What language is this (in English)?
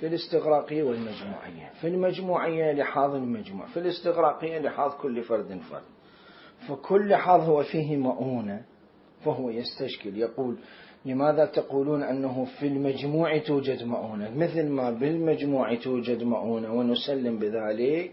Mesopotamian Arabic